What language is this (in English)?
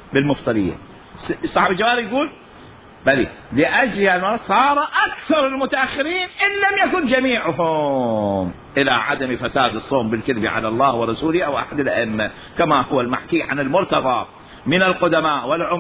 Mesopotamian Arabic